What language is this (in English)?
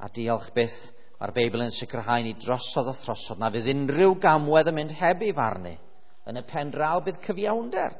Welsh